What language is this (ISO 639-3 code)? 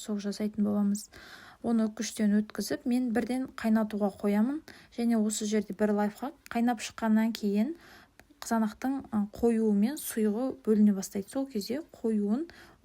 kaz